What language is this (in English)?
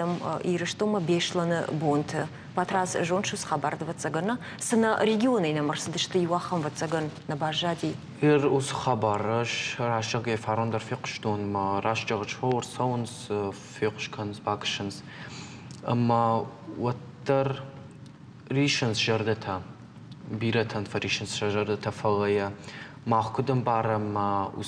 Ossetic